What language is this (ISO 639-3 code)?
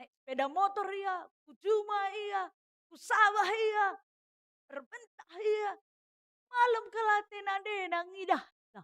btx